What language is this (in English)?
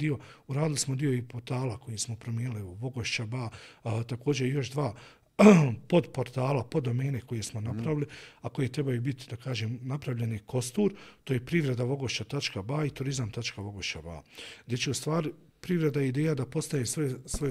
Bosnian